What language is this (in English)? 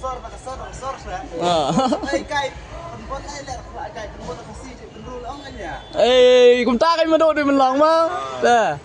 Khasi